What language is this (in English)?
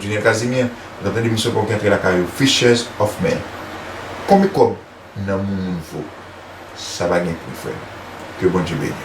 Haitian Creole